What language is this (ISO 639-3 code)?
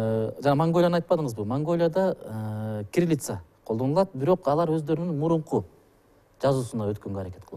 kir